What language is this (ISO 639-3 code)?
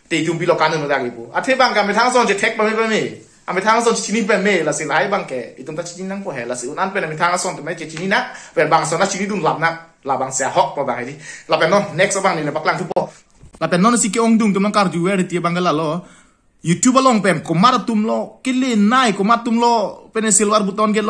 mjw